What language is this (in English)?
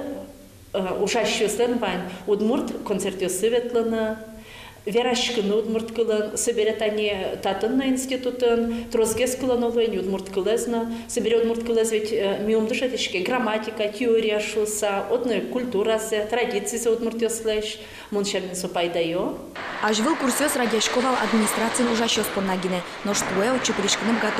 Udmurt